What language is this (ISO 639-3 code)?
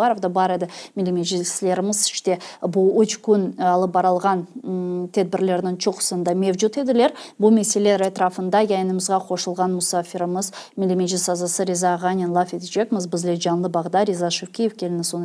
crh